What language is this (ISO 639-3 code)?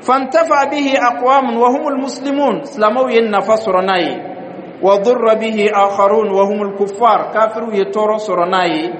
dyu